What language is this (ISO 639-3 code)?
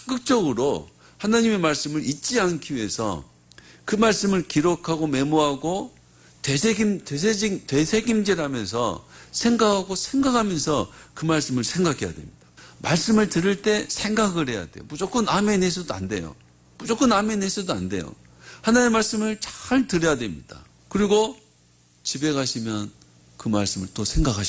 kor